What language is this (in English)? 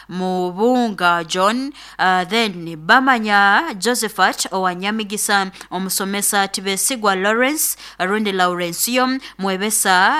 Nyoro